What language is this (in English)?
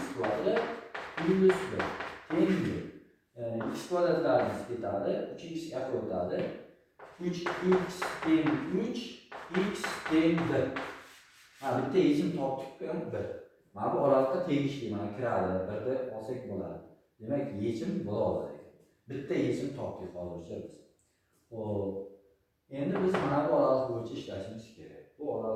Uzbek